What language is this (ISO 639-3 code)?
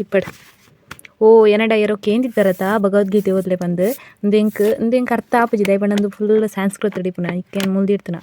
tcy